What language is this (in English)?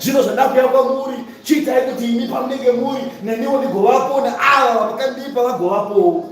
Shona